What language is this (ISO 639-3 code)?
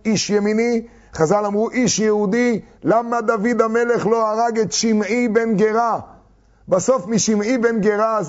heb